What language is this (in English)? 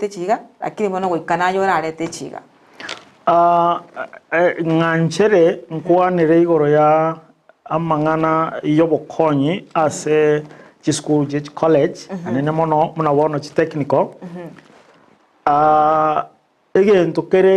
Gusii